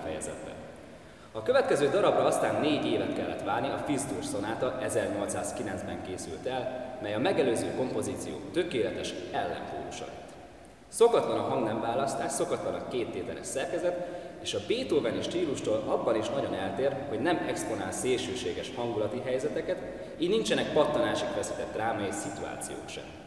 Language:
Hungarian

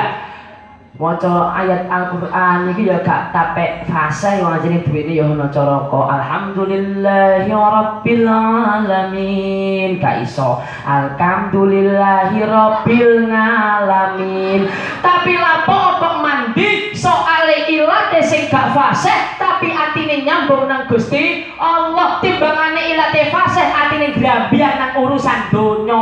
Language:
Javanese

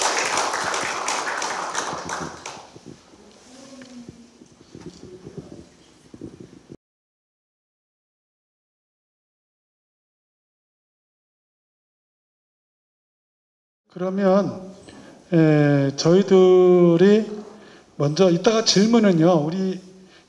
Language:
Korean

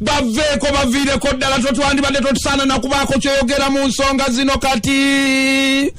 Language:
Ganda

